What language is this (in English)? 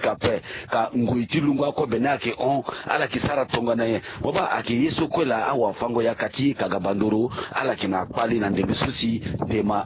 Sango